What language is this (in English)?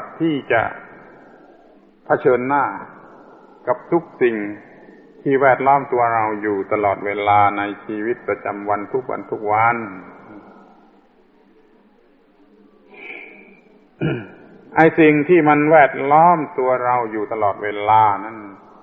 Thai